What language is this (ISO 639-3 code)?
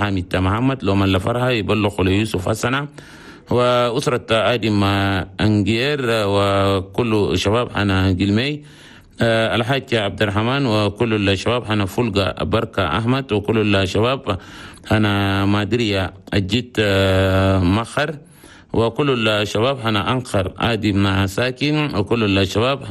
shu